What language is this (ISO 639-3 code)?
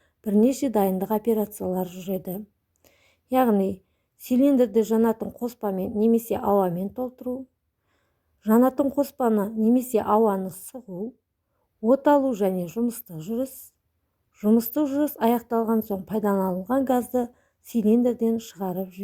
kaz